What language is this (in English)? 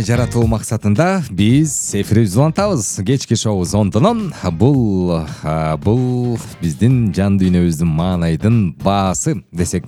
Kyrgyz